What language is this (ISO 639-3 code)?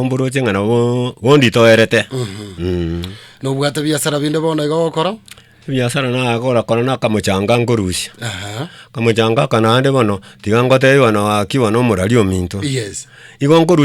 guz